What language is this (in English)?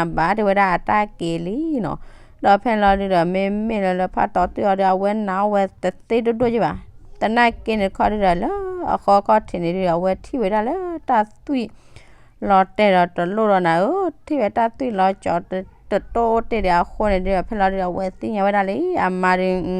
S'gaw Karen